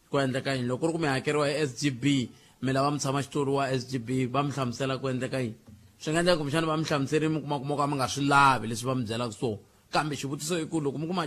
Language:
Tsonga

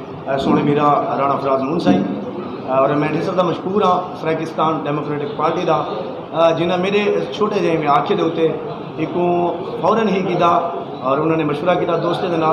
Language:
Saraiki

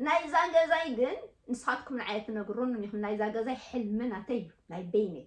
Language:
Tigrinya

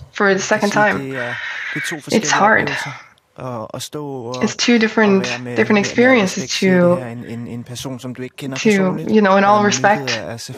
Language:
English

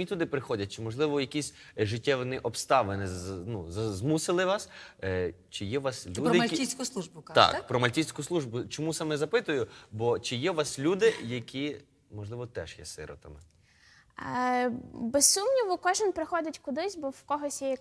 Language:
Ukrainian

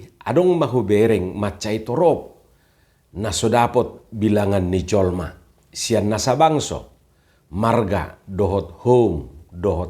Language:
Batak Toba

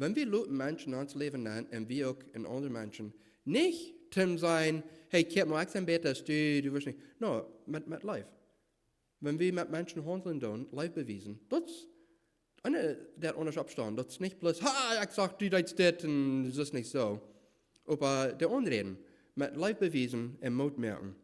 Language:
Plautdietsch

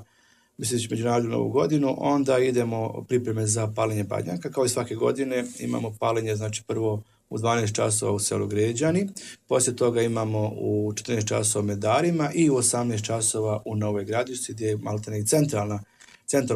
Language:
Croatian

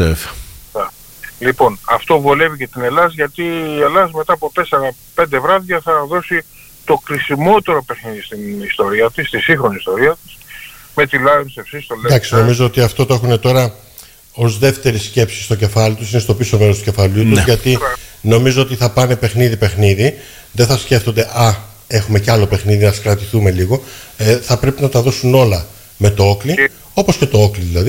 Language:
Greek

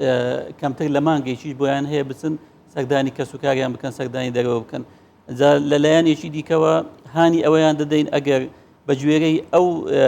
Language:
Central Kurdish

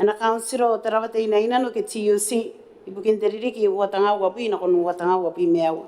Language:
Gilbertese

